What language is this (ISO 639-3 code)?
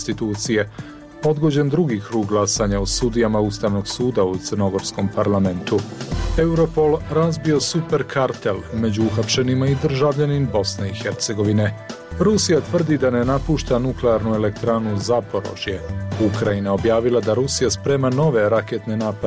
bos